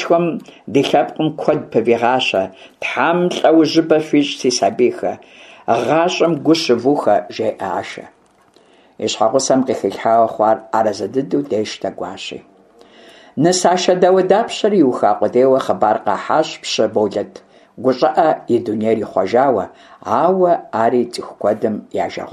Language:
Kabardian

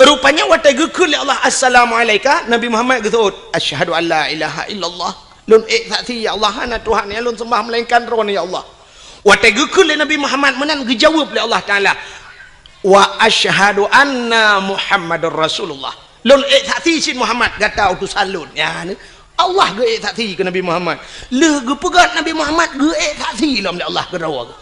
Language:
Achinese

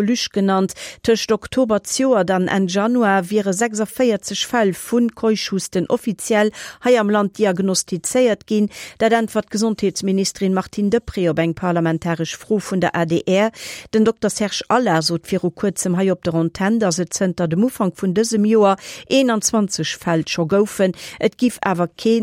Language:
Luxembourgish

